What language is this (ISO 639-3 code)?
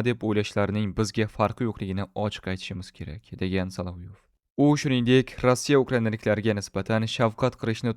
uzb